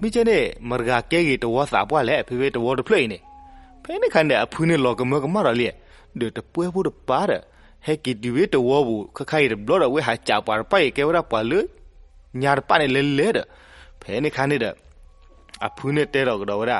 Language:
S'gaw Karen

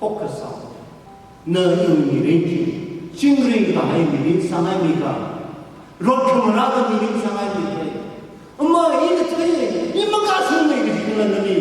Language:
Tangkhul Naga (India)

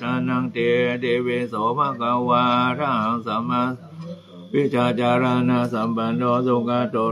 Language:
Pali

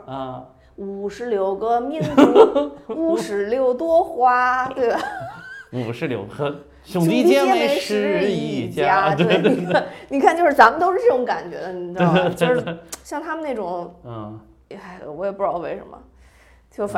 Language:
Chinese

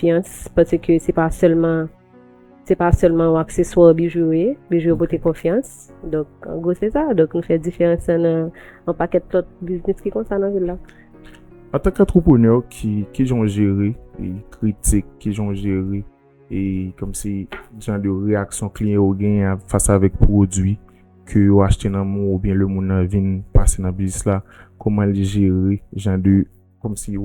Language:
Haitian Creole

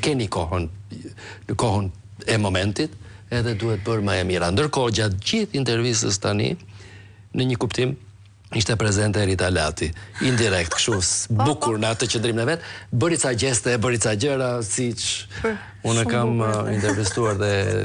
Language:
Albanian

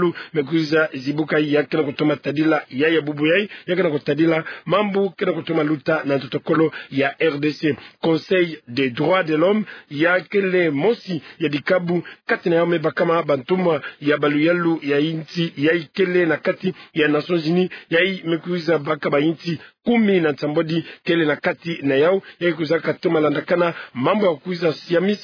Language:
Kituba (Democratic Republic of Congo)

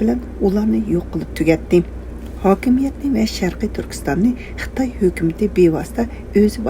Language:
Uyghur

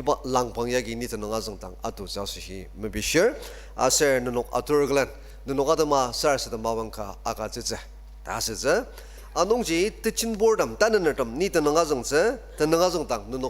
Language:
Ao Naga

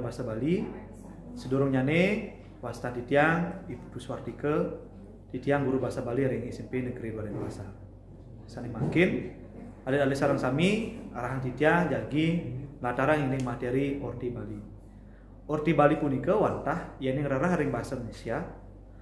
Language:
Balinese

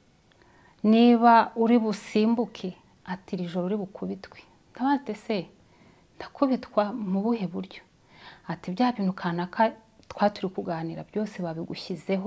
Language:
Kinyarwanda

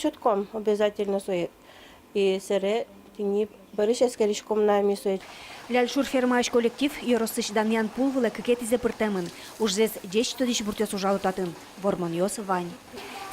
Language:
Udmurt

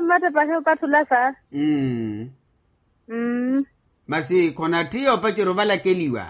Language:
Makhuwa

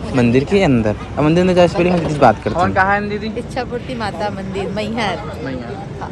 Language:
Chhattisgarhi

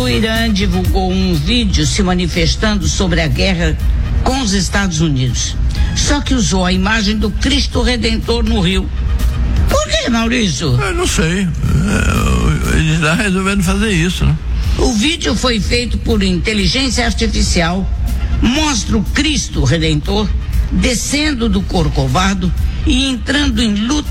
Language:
Portuguese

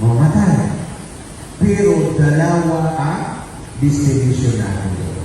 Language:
Maranao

